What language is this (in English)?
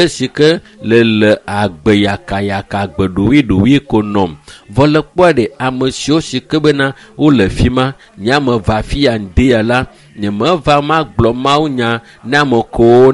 Ewe